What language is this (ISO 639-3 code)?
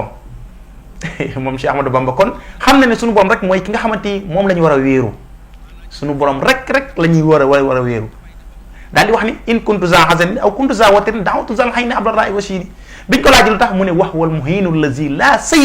wol